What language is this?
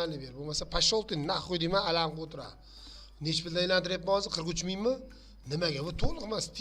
Uzbek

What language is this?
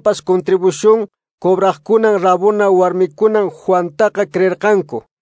Quechua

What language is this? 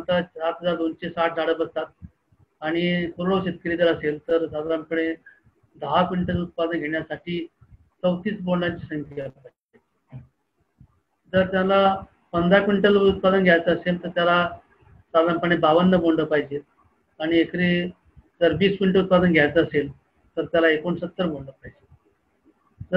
Marathi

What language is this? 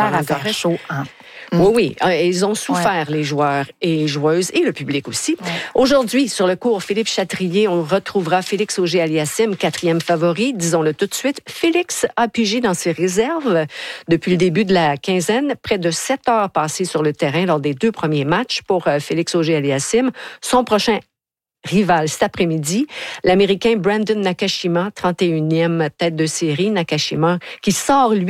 French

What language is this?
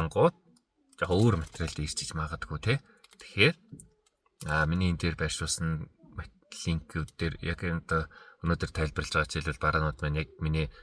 Mongolian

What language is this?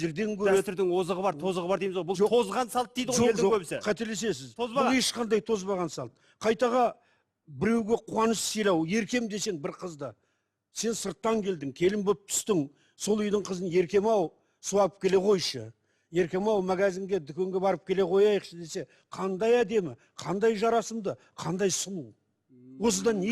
Kazakh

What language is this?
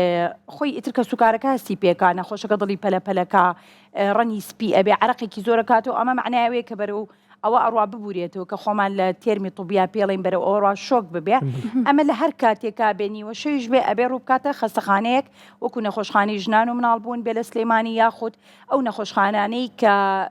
Central Kurdish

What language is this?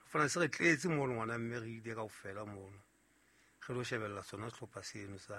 Southern Sotho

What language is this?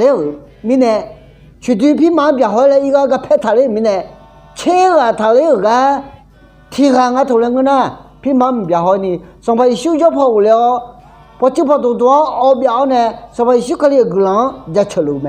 Akha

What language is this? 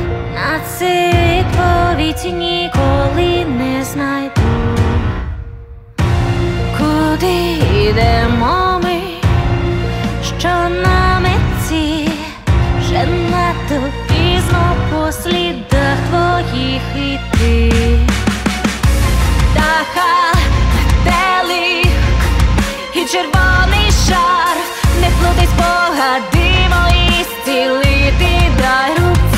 Ukrainian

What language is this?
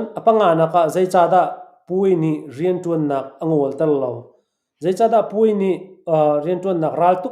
Hakha Chin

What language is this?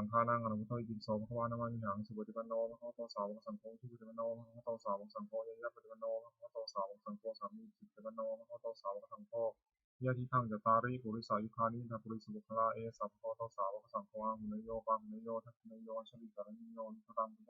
Pali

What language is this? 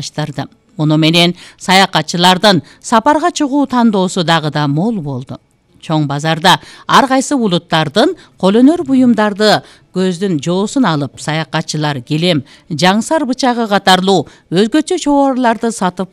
Kyrgyz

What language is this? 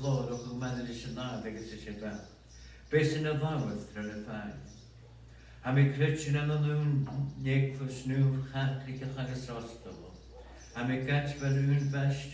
Scottish Gaelic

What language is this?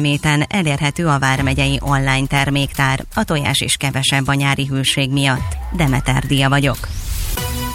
Hungarian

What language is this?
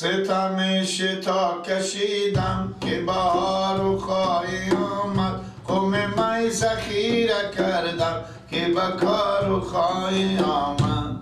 Persian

